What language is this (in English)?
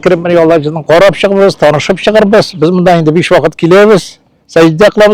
Tatar